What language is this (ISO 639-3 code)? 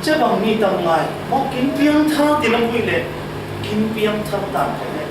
cfm